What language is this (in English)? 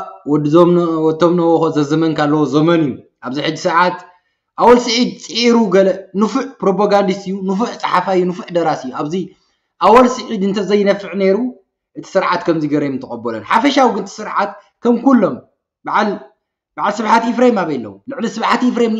Tigrinya